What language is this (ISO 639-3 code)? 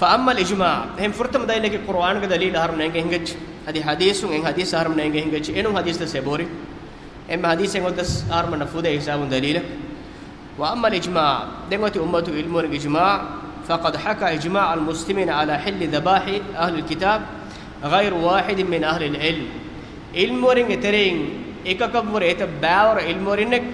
div